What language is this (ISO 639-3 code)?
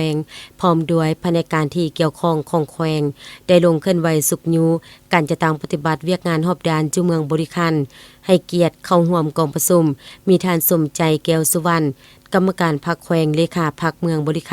lao